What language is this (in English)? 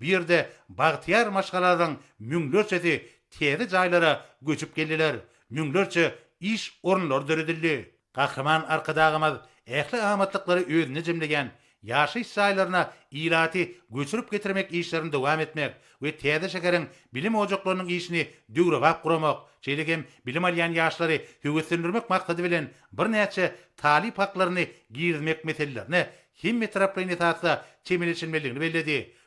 Turkmen